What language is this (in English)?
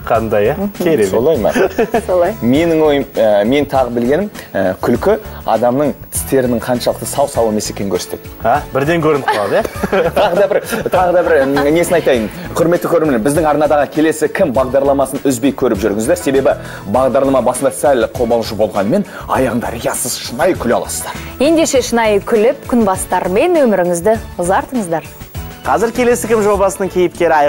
Kazakh